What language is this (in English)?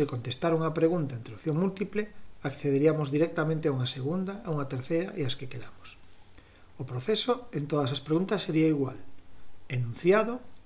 Galician